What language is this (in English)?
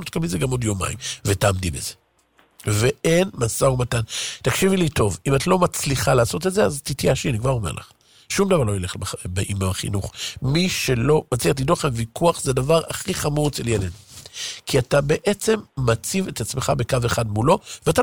Hebrew